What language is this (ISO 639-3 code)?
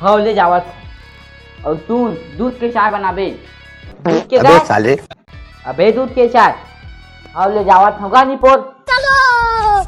hne